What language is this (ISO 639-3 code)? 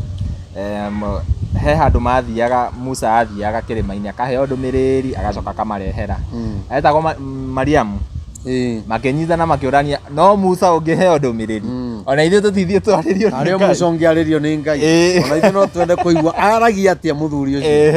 kik